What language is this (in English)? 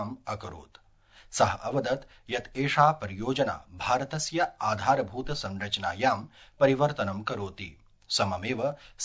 Sanskrit